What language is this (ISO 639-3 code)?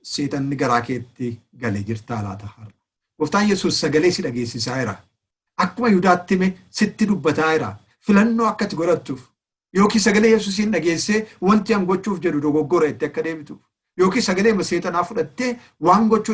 orm